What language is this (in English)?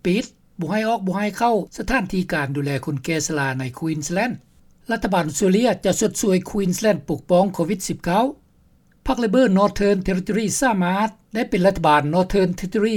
Lao